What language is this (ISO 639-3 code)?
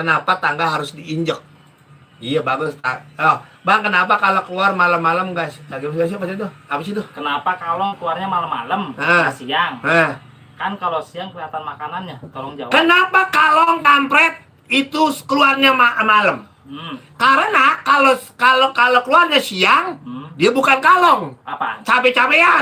bew